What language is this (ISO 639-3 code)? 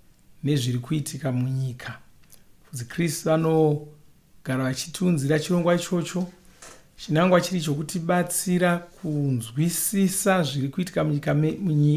sna